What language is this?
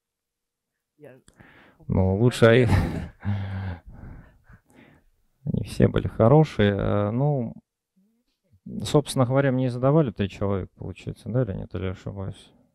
Russian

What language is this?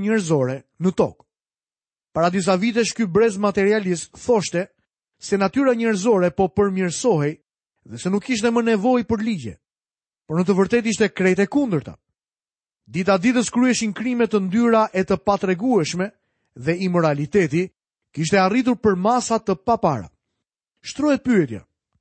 Albanian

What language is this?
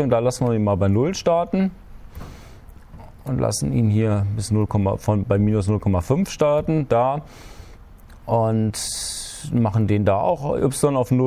German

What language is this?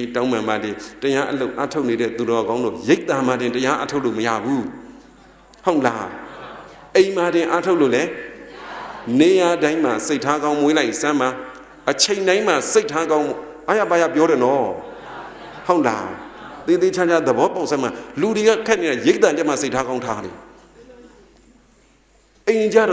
Burmese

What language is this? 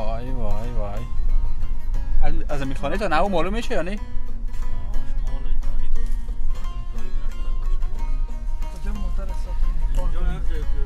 Persian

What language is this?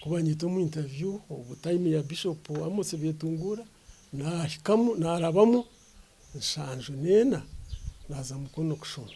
Nyankole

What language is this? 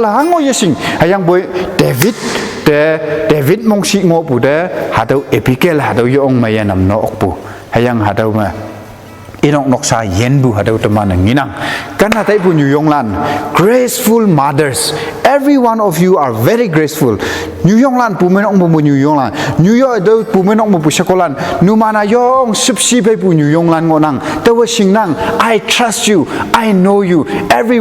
Konyak Naga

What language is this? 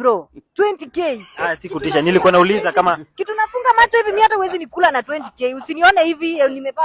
Swahili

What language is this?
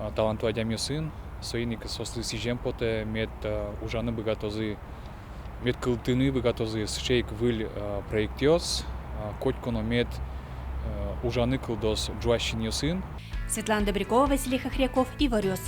Udmurt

